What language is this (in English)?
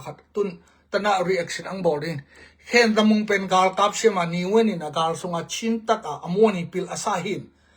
Tedim Chin